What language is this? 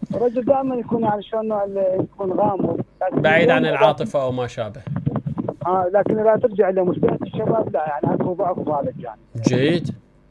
Mesopotamian Arabic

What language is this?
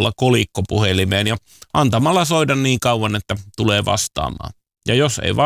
Finnish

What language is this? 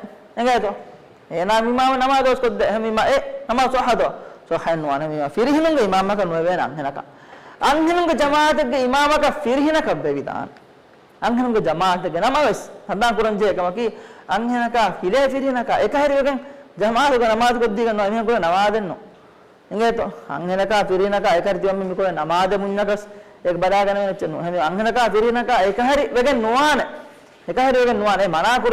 Divehi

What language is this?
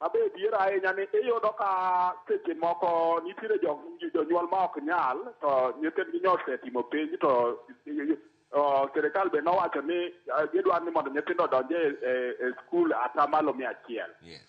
Luo (Kenya and Tanzania)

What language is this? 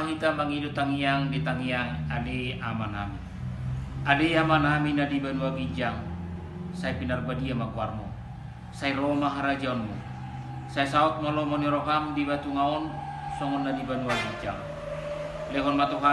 Batak Toba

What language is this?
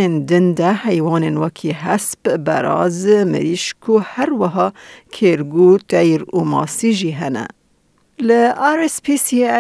Kurdish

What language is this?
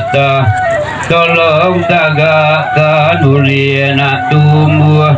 Minangkabau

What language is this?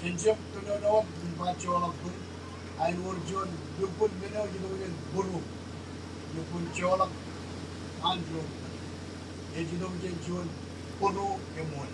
Marshallese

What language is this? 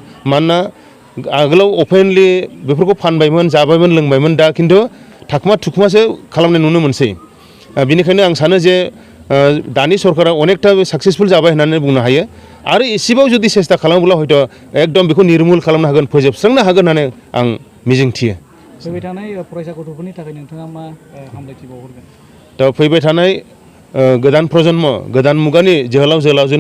Bodo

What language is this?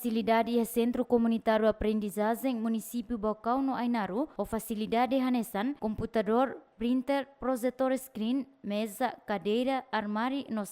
Tetum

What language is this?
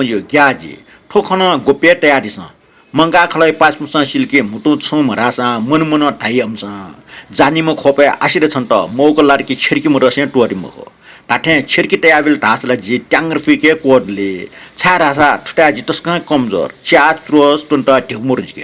Newari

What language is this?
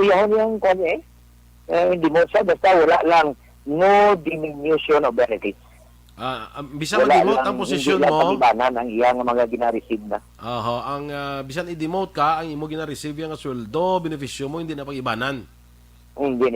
Hiligaynon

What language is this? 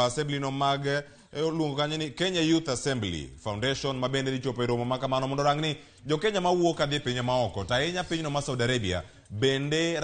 Luo (Kenya and Tanzania)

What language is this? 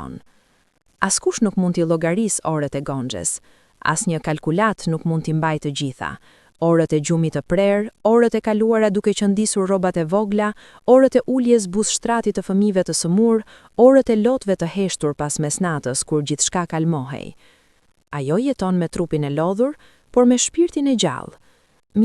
Albanian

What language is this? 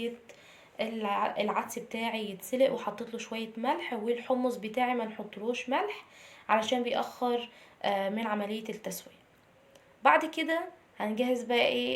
Egyptian Arabic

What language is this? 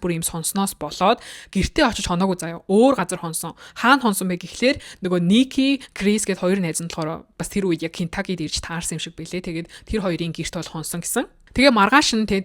Mongolian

